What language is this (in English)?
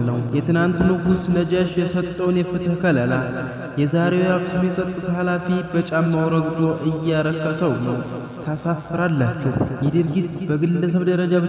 Amharic